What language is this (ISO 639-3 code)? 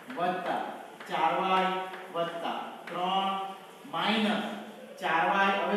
guj